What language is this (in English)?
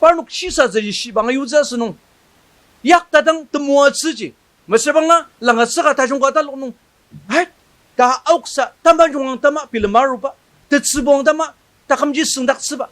Ao Naga